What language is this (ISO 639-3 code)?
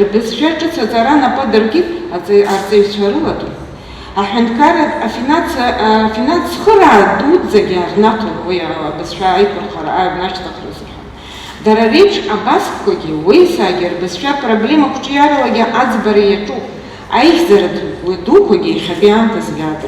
abk